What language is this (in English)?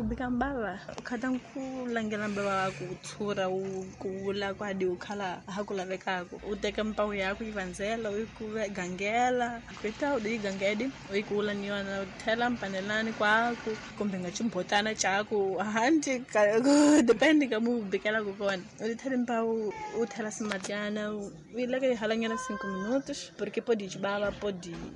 Tsonga